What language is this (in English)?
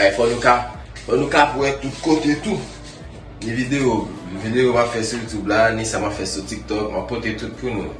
Haitian Creole